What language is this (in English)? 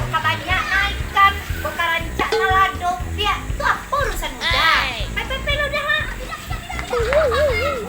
Minangkabau